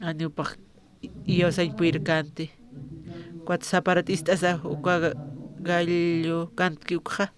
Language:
Aymara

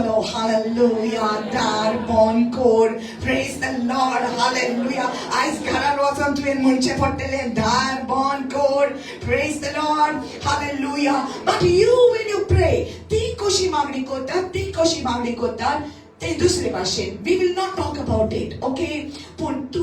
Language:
Konkani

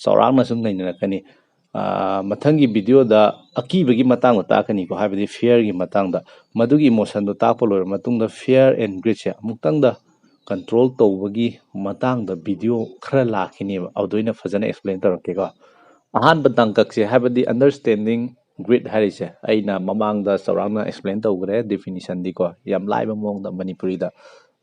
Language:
Manipuri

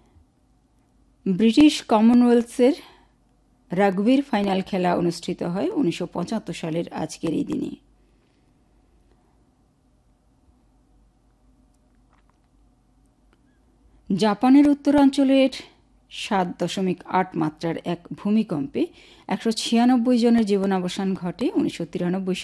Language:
Bangla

